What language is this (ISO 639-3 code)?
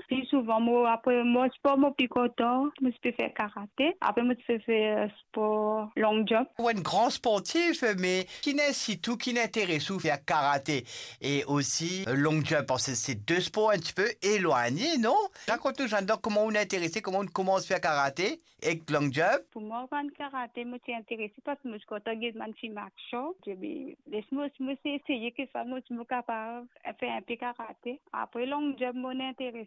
mfe